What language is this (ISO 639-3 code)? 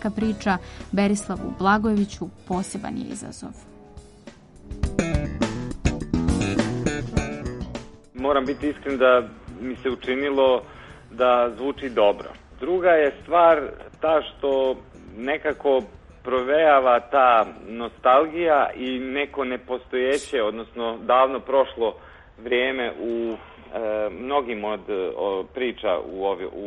srp